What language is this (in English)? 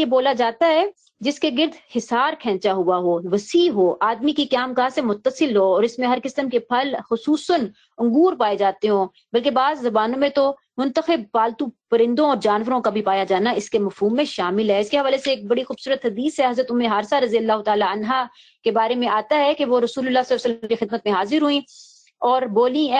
Urdu